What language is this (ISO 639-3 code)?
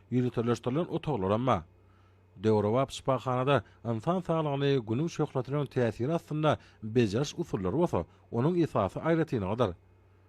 tuk